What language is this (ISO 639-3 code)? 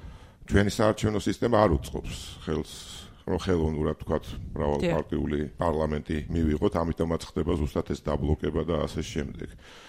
kat